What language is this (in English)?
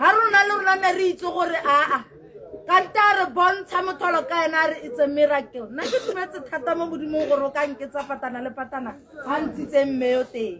Tswana